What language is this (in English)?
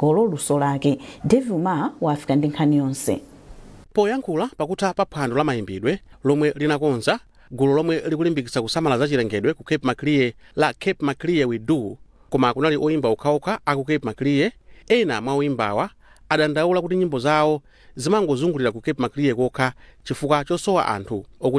Nyanja